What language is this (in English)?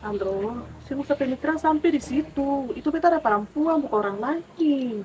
Ambonese Malay